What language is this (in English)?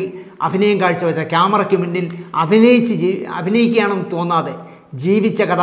Malayalam